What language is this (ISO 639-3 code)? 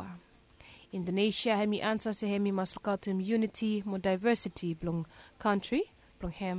bis